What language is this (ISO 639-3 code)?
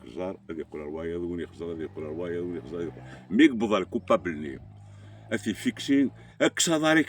kab